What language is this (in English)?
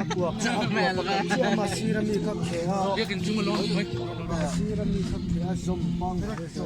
Mizo